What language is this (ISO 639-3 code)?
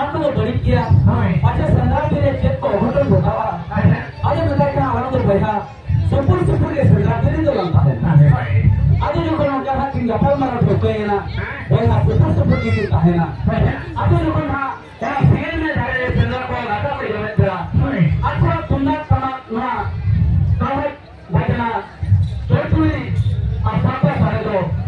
sat